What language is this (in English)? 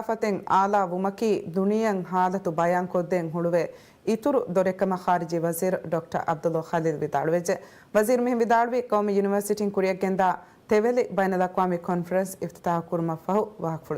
Divehi